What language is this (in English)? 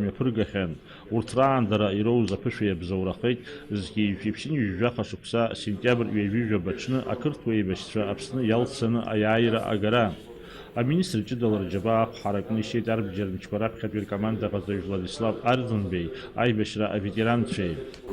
Abkhazian